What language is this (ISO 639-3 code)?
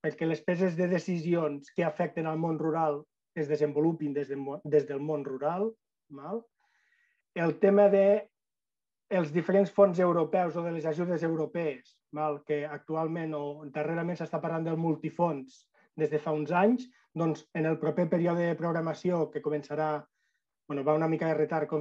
cat